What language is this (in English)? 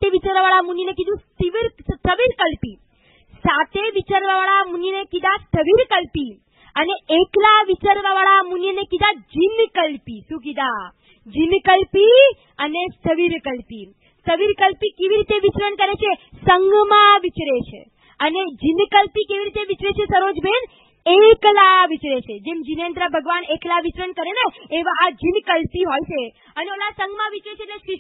Gujarati